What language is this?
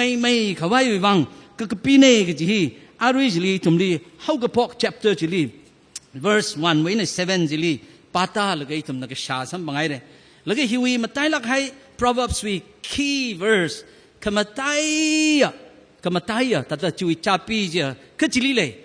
Tangkhul Naga (India)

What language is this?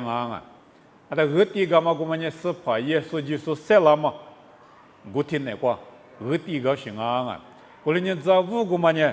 Lisu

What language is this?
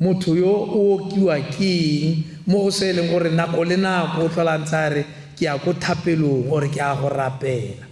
Tswana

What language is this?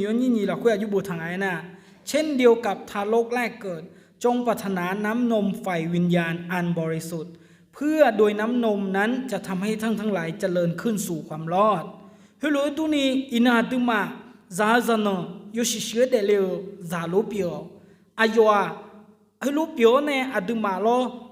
Akha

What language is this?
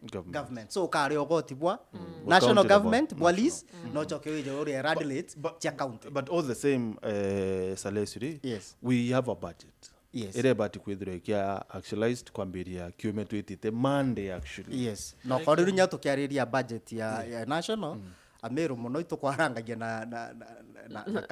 Meru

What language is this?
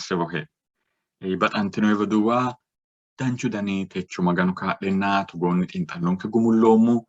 Sidamo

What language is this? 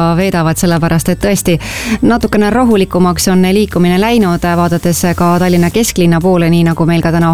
Estonian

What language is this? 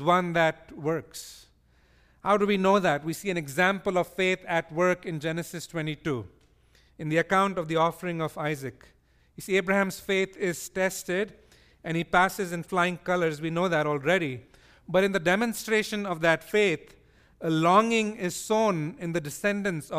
English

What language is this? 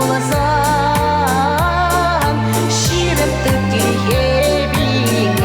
Chuvash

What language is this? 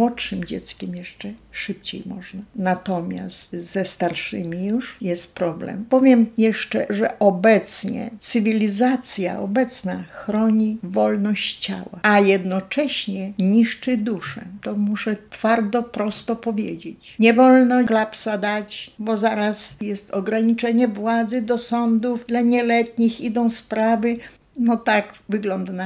Polish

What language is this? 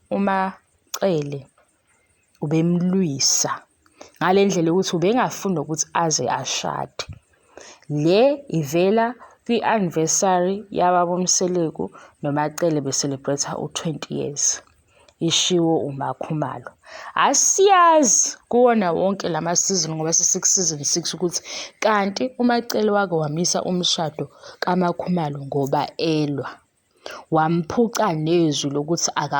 Zulu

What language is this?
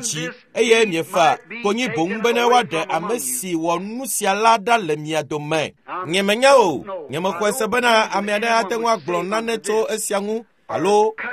Ewe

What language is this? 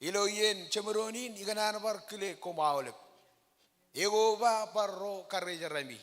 Marshallese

